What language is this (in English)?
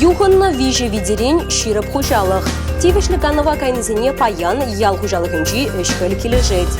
Chuvash